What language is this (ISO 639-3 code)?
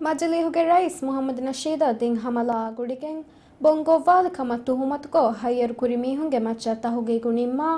div